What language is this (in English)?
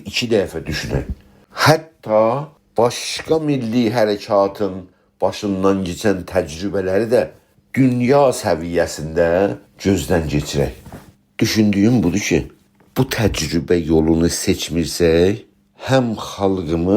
South Azerbaijani